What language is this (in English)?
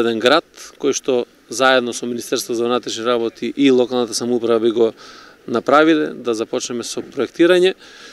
Macedonian